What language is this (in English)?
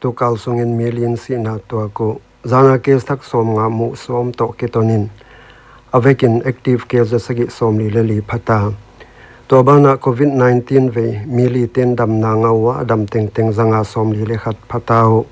Paite Chin